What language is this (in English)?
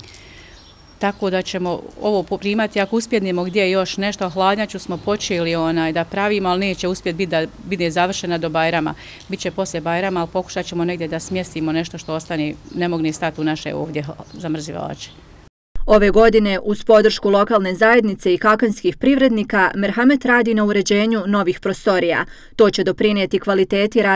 Bosnian